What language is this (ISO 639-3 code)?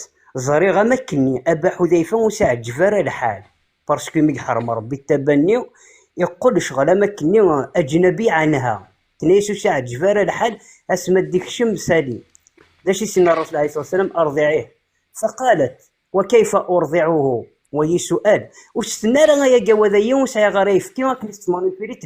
kab